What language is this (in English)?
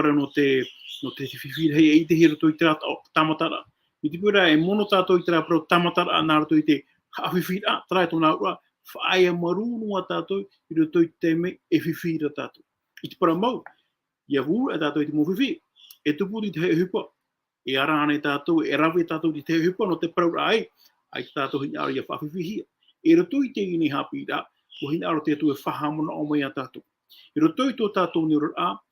Tahitian